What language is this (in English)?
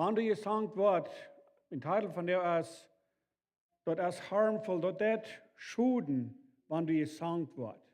Plautdietsch